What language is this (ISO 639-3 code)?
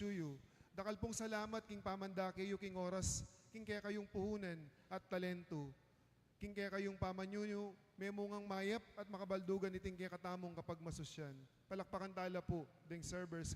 pam